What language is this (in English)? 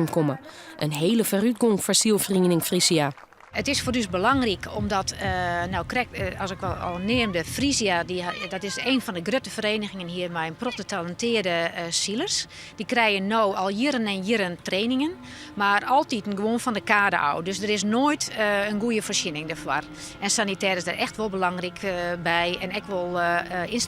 Western Frisian